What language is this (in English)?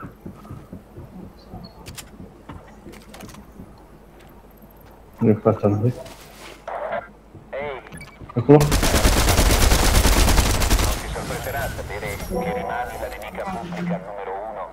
Italian